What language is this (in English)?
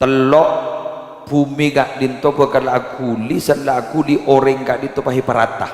Madurese